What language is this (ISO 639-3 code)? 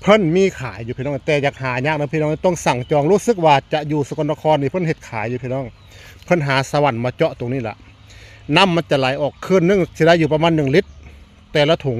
tts